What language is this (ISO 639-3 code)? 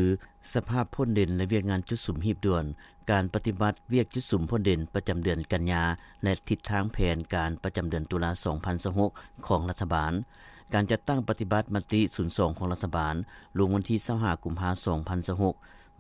lao